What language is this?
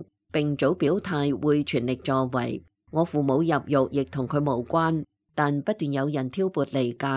Cantonese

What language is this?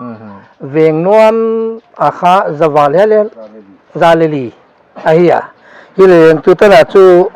Paite Chin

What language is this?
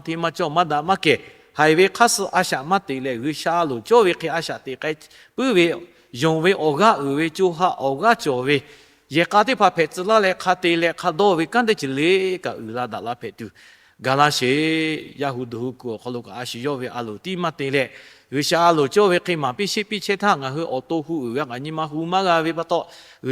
Lahu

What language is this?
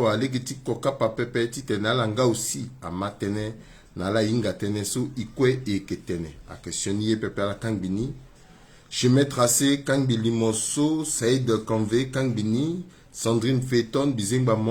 Sango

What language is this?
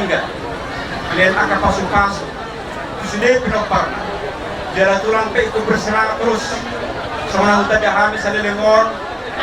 Batak Toba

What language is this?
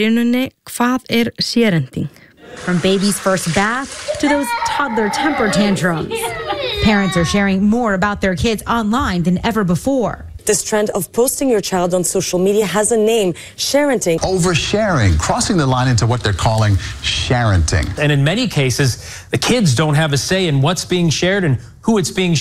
Icelandic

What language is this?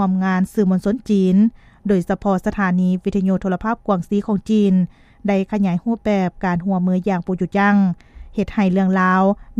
Lao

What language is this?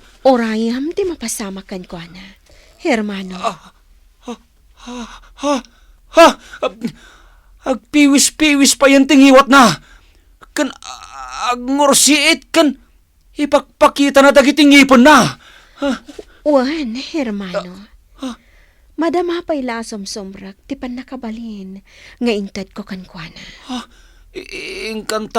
Iloko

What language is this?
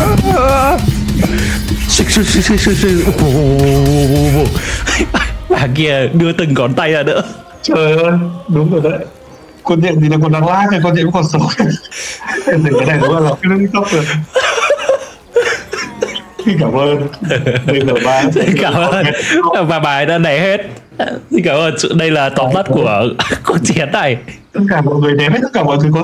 Vietnamese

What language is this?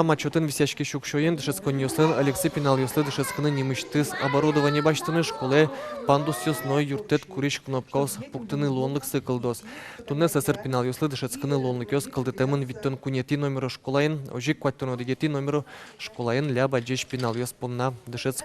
Udmurt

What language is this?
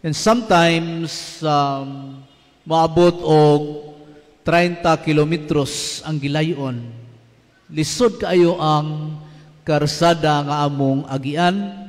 Cebuano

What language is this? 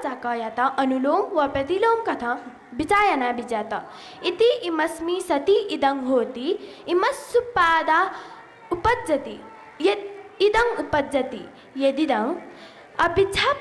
Newari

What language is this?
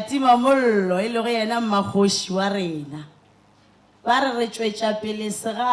Northern Sotho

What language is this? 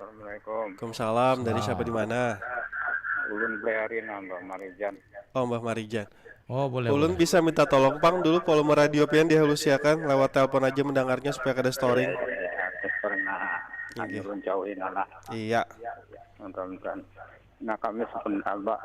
Banjar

